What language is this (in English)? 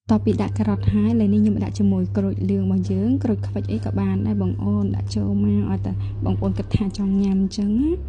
Khmer